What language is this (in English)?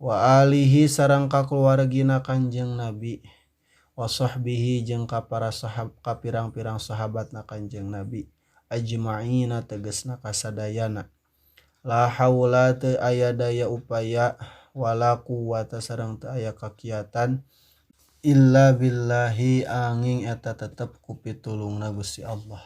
Sundanese